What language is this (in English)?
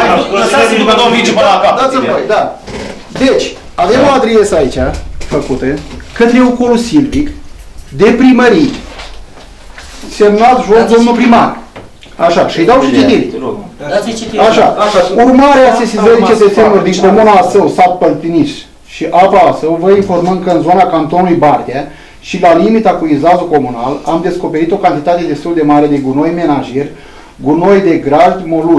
Romanian